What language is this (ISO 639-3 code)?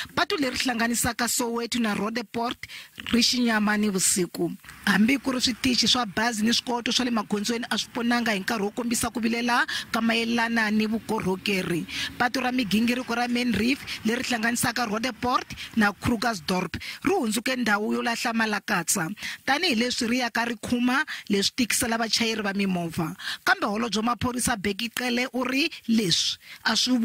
tso